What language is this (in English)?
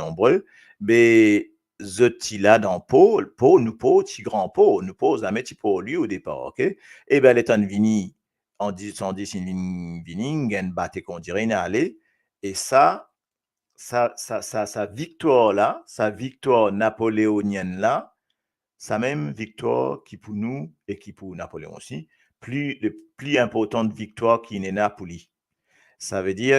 Morisyen